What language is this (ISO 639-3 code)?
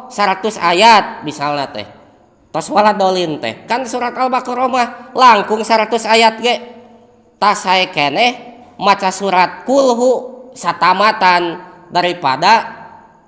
sun